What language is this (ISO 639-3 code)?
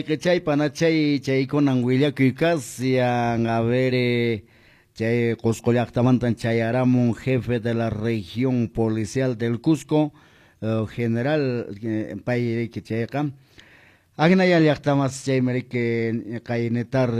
que